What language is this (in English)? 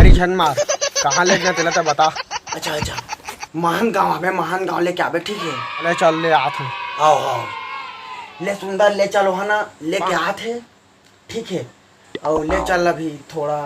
Chhattisgarhi